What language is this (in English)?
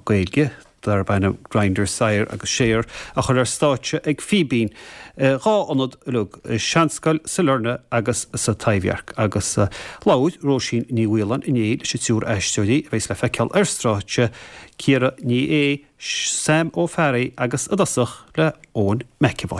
Irish